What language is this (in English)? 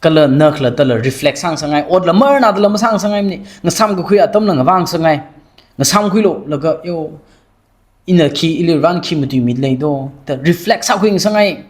Tangkhul Naga (India)